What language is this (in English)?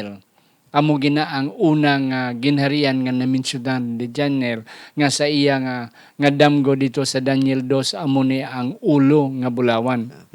Hiligaynon